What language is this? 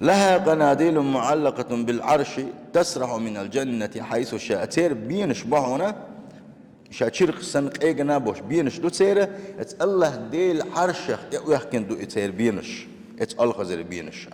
Chechen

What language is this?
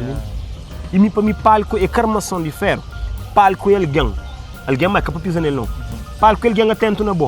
Kabuverdianu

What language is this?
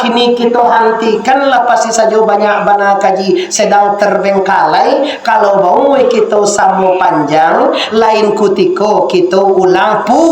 Minangkabau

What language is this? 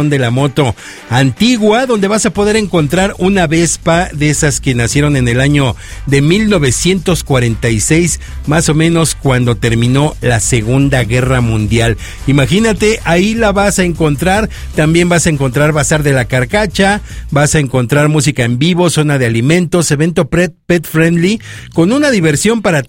Spanish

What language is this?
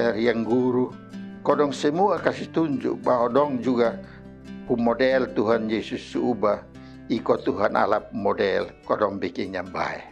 Kupang Malay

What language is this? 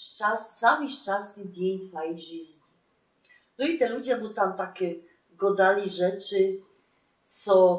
Silesian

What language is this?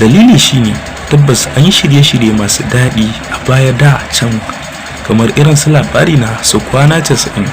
Hausa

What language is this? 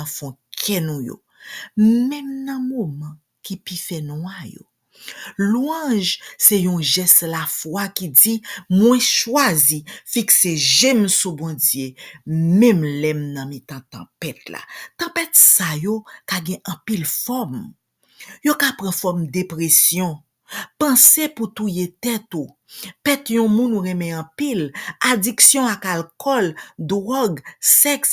Haitian Creole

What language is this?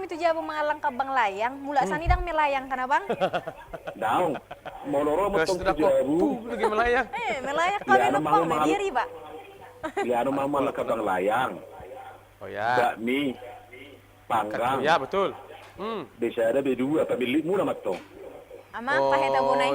Batak Toba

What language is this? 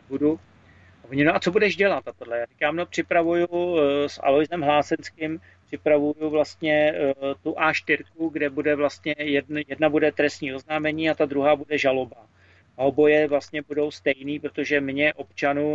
Czech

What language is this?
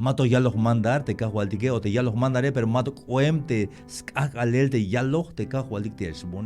Tzeltal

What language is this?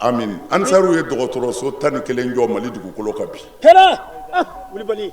Bambara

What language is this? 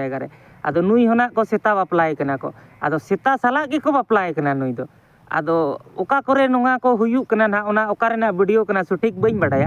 Santali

